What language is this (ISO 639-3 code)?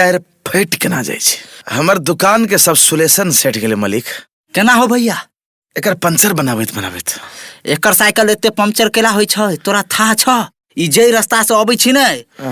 mai